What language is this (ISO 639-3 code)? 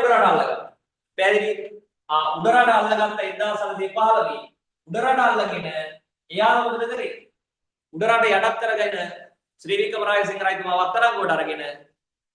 sin